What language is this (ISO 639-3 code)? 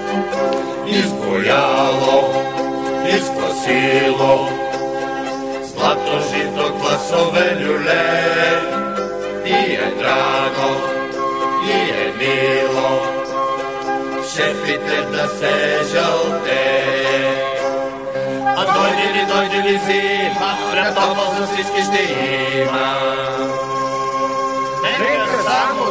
bul